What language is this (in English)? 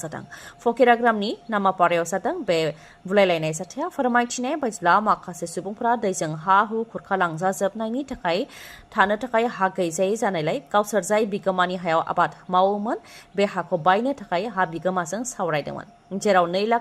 Bodo